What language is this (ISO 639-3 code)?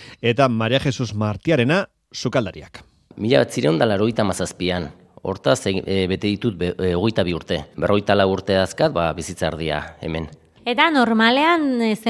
eus